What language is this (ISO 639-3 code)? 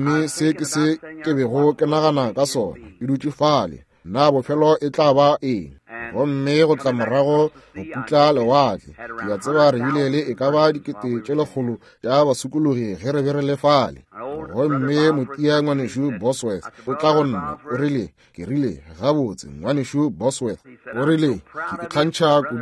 nso